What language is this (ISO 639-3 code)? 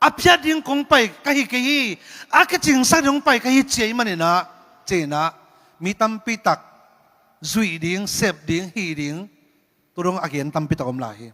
ctd